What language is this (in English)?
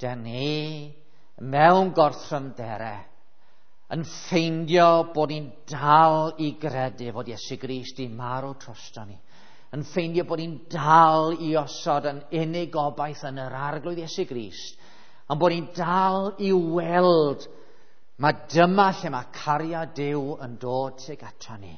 Welsh